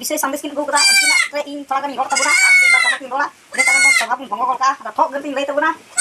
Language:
Santali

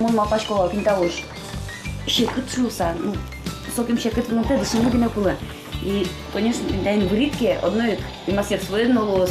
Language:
Udmurt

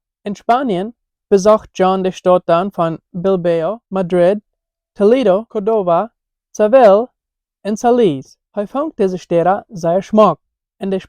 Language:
Plautdietsch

